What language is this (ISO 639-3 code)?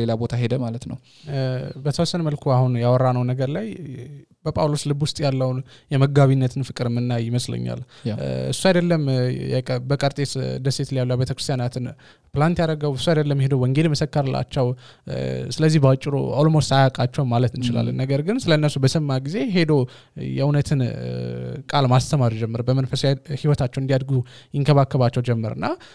amh